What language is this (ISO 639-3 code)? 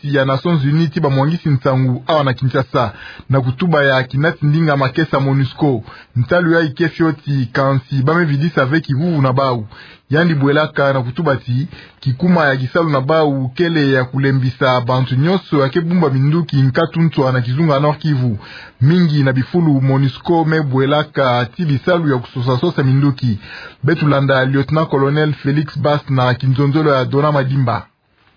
ktu